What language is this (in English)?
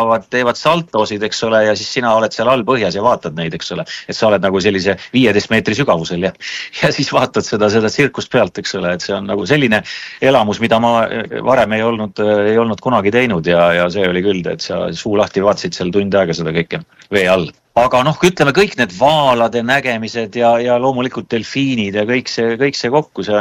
Estonian